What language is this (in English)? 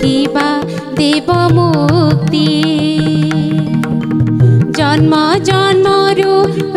Odia